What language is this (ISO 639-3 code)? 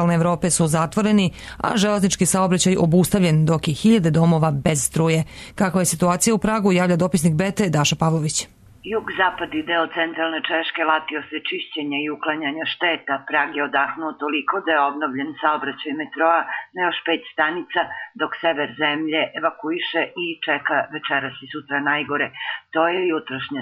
srp